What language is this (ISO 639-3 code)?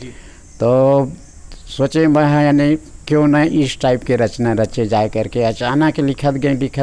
hne